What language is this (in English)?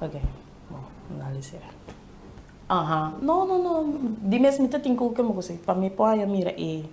Papiamento